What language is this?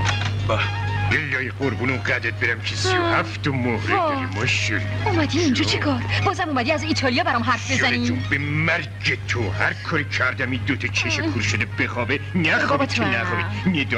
Persian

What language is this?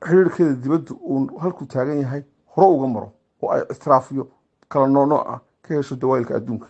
Somali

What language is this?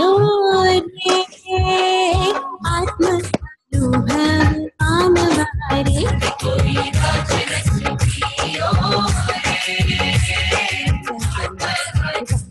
Gujarati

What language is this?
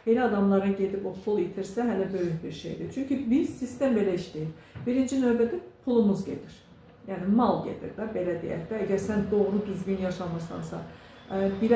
Azerbaijani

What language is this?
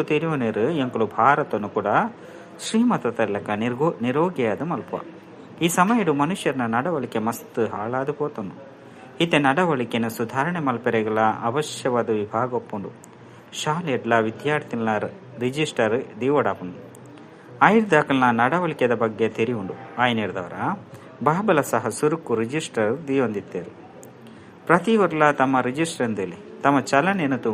Tulu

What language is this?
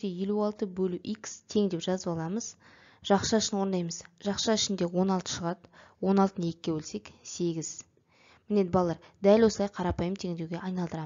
Kazakh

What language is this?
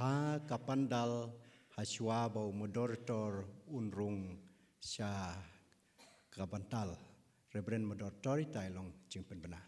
Khasi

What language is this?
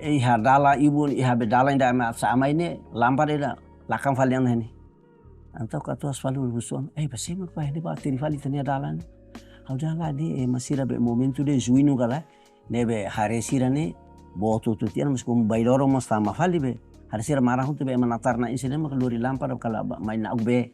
Tetum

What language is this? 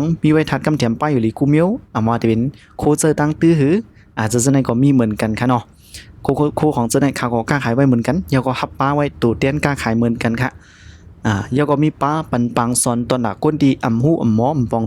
Shan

